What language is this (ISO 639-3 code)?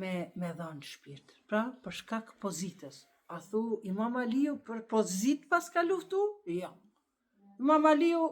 sqi